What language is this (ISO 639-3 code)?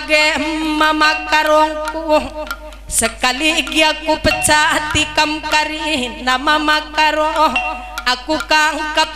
btx